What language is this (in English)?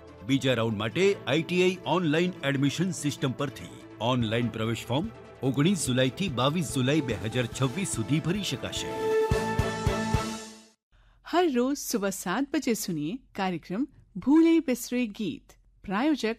Gujarati